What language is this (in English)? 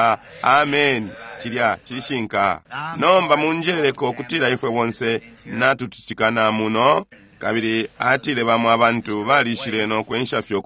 Bemba